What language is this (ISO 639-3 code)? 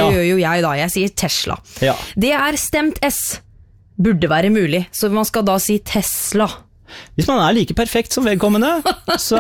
nor